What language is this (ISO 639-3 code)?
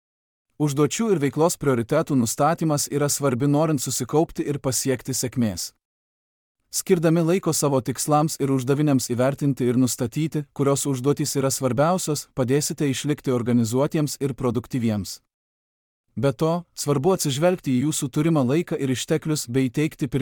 lit